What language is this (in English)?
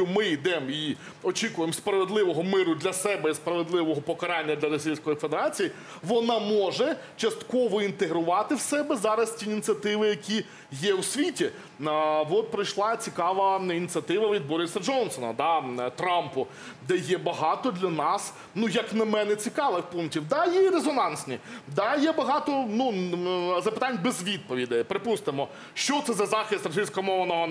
Ukrainian